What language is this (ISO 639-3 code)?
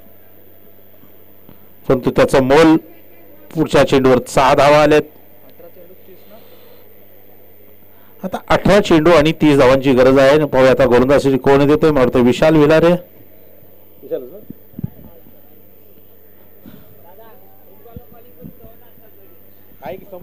mar